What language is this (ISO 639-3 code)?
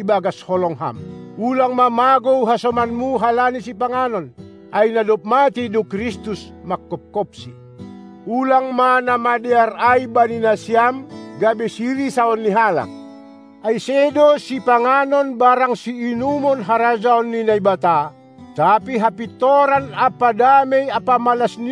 bts